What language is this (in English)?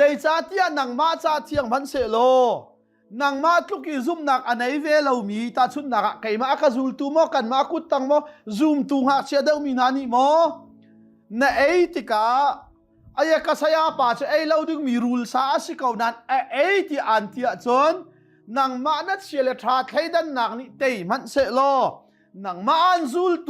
Hakha Chin